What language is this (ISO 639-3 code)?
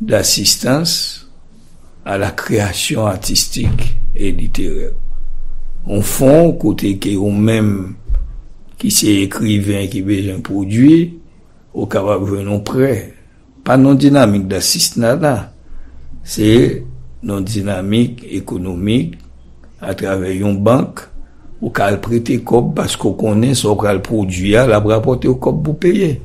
hat